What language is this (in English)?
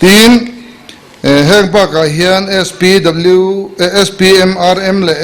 Mizo